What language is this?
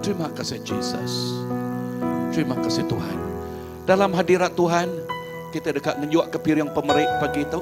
Iban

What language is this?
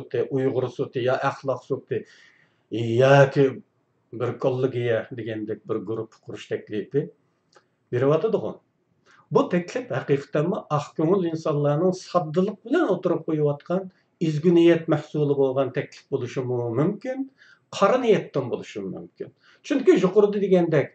Uyghur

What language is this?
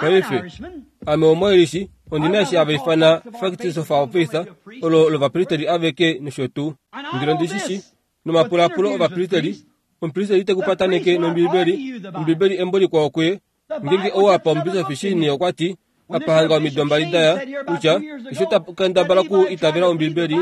Kuanyama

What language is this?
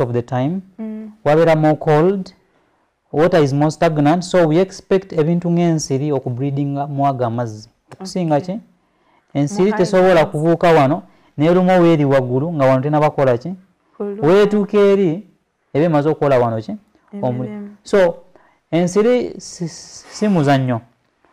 Ganda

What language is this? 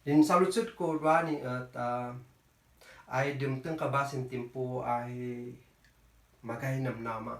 Kankanaey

